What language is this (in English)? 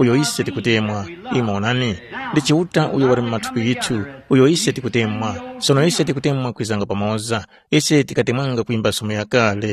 Tumbuka